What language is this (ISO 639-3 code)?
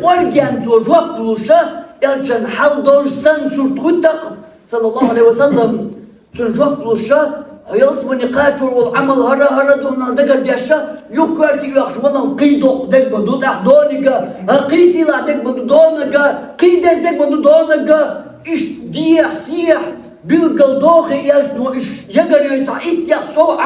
che